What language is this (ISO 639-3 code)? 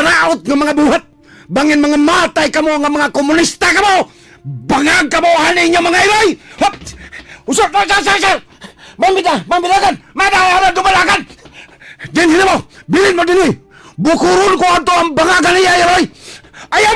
ceb